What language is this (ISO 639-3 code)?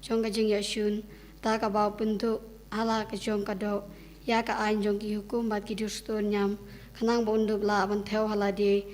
kha